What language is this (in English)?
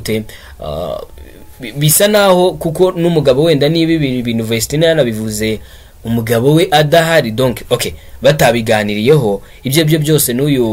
Kinyarwanda